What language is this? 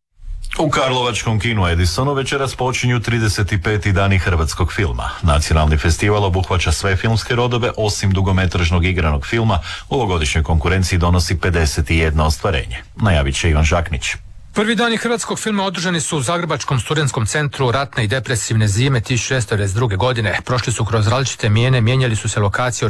Croatian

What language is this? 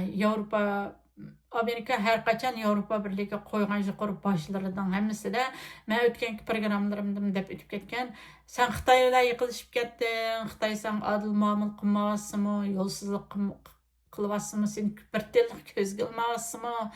Uyghur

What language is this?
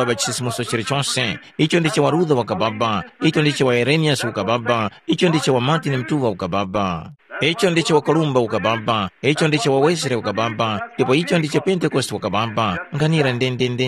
Tumbuka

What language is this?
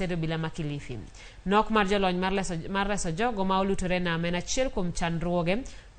Luo (Kenya and Tanzania)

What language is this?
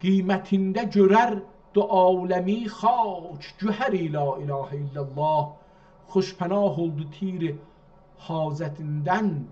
South Azerbaijani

